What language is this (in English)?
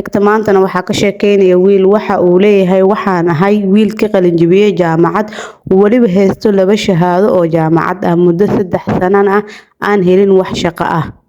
Somali